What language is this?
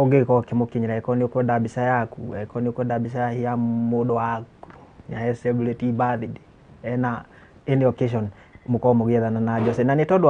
Kikuyu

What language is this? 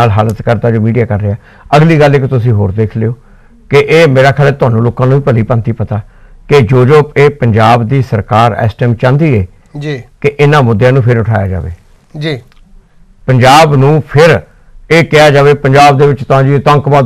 Punjabi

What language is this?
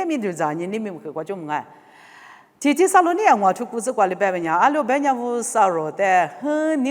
Lisu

